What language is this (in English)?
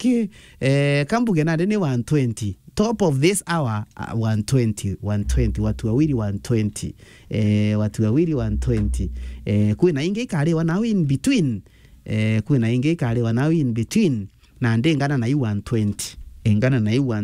Meru